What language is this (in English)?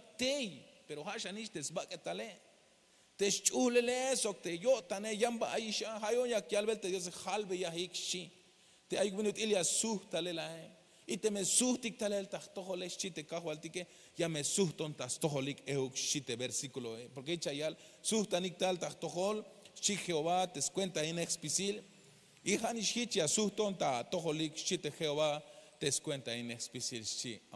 Tzeltal